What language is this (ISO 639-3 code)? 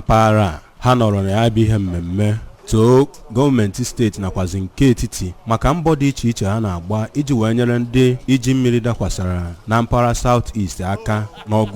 ibo